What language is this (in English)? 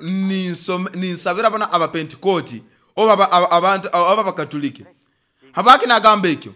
Nyoro